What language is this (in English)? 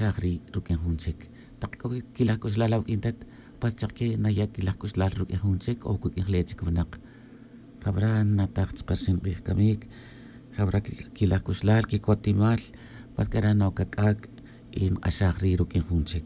Tz'utujil